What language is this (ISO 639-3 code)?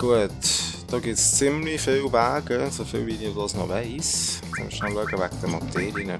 gsw